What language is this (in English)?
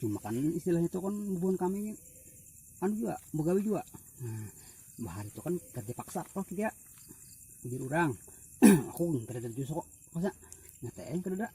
Banjar